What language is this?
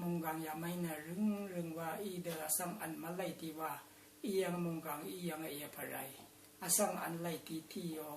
Rawang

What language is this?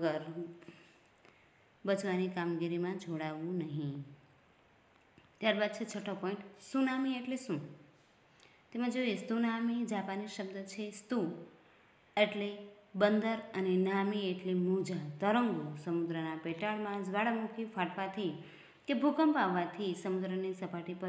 Gujarati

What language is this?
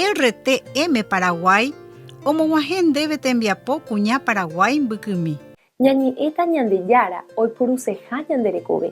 Guarani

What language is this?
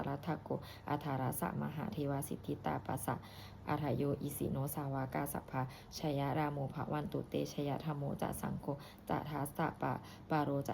Pali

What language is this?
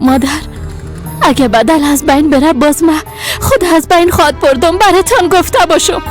Persian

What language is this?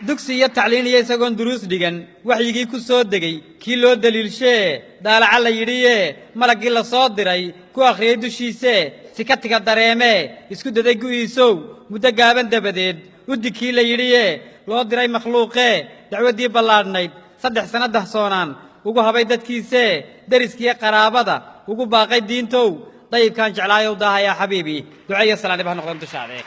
Somali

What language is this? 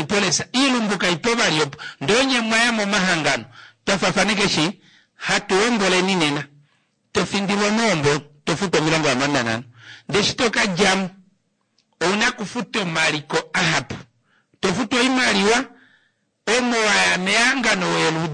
Kuanyama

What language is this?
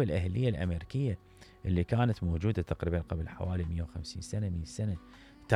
Mesopotamian Arabic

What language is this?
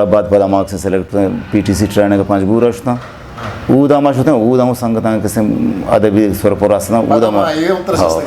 Eastern Balochi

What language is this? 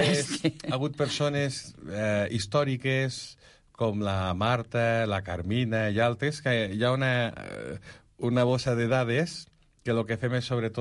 Catalan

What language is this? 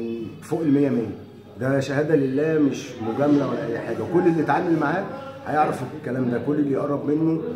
Egyptian Arabic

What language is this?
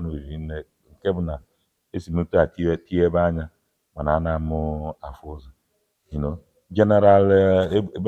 Igbo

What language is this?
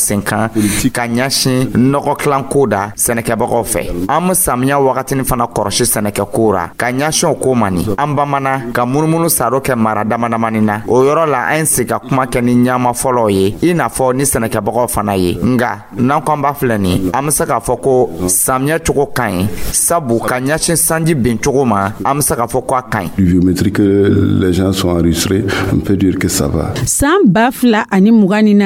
Dyula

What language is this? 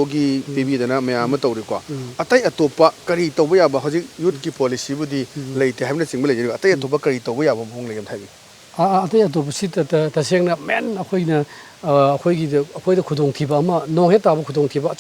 Manipuri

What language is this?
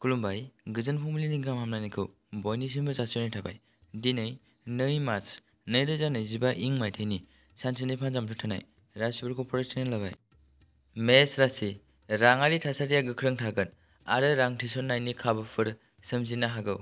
Bodo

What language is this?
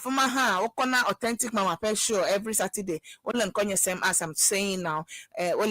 Ewe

